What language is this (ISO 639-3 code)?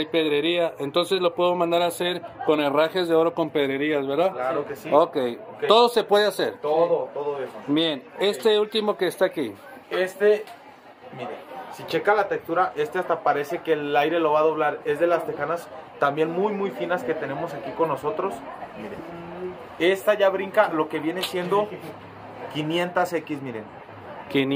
spa